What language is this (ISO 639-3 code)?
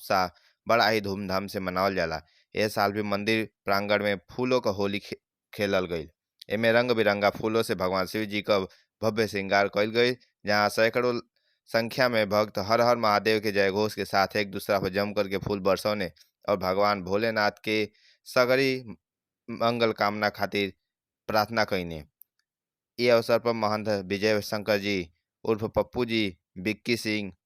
bho